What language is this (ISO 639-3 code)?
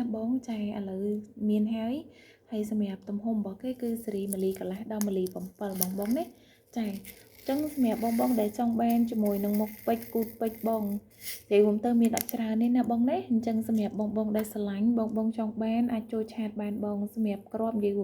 khm